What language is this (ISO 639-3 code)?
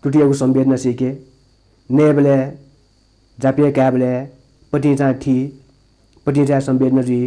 new